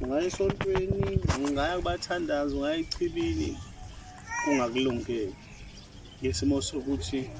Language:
Zulu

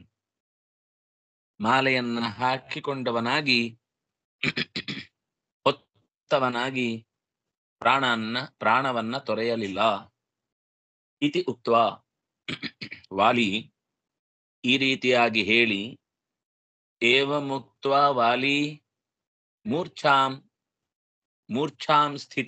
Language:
Kannada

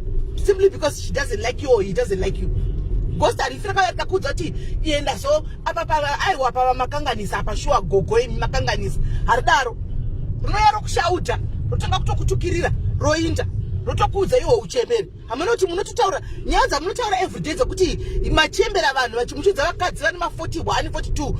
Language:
Shona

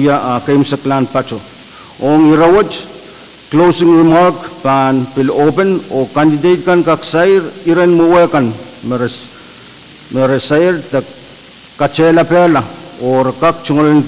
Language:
Pohnpeian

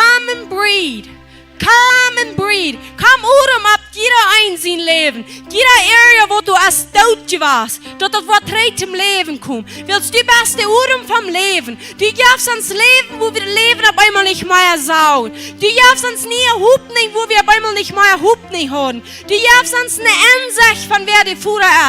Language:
Plautdietsch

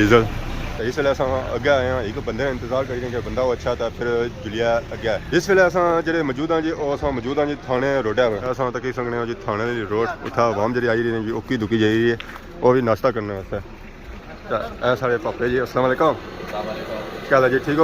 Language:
Pahari-Potwari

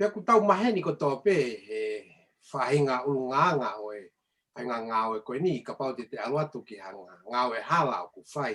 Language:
Tongan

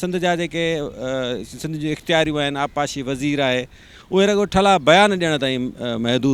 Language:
Sindhi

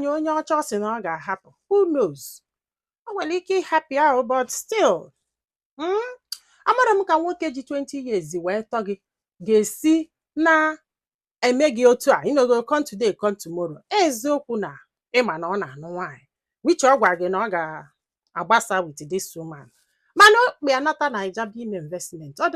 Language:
Igbo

